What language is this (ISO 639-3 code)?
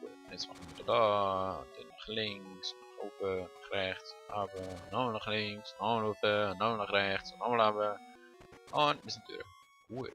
gsw